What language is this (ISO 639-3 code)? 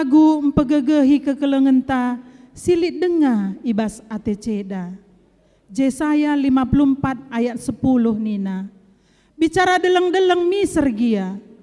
btx